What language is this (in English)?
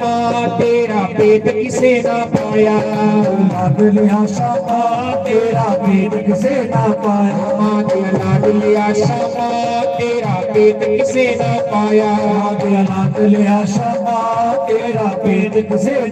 Dogri